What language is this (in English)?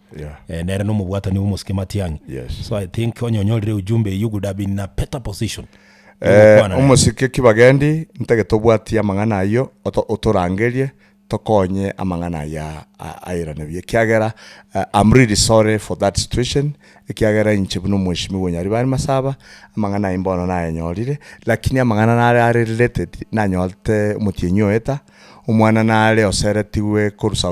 Gusii